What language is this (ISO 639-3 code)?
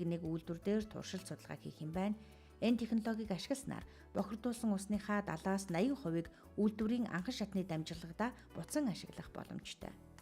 mon